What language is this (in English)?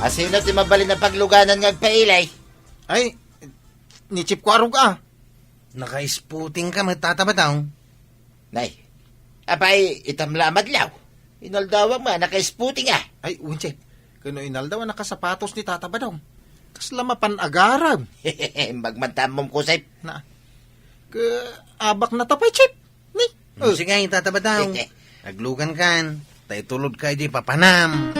Iloko